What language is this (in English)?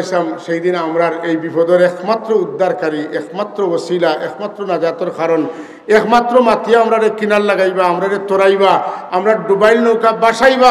Sylheti